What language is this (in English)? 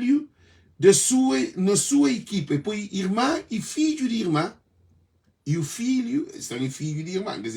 Kabuverdianu